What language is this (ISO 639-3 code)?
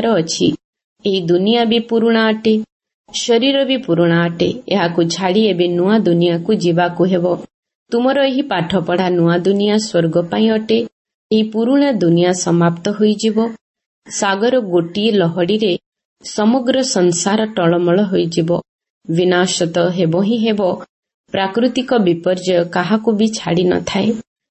ori